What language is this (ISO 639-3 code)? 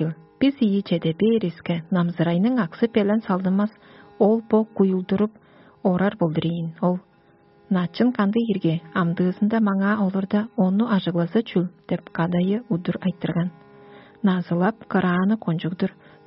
tyv